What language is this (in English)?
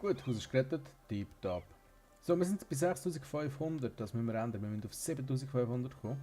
Swiss German